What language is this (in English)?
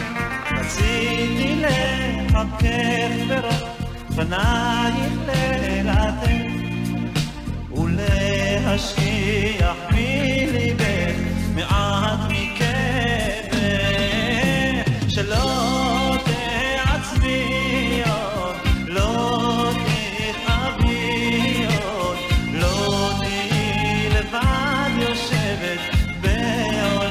Hebrew